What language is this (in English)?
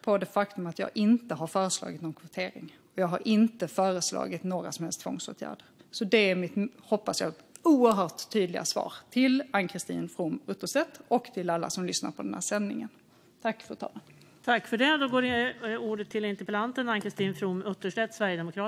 Swedish